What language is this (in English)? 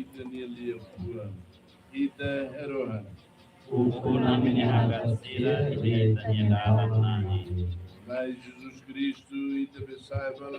Tetum